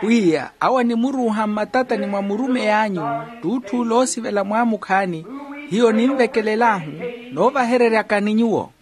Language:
Makhuwa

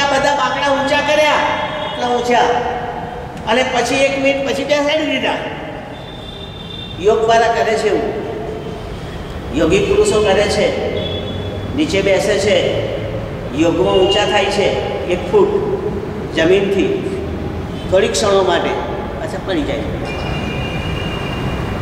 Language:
Gujarati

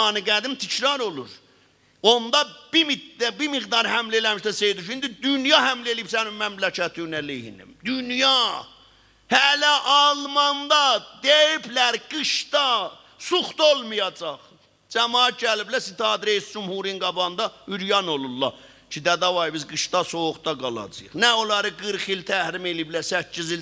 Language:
South Azerbaijani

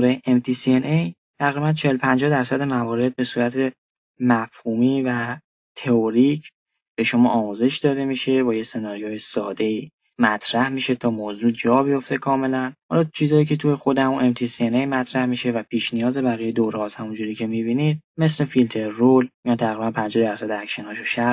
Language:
Persian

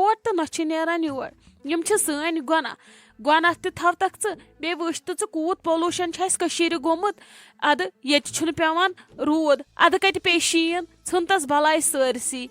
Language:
Kashmiri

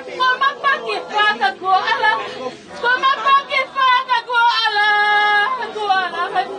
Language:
Tongan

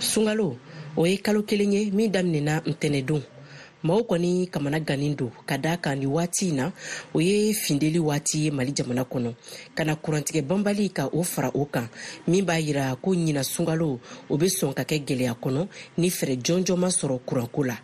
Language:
Bambara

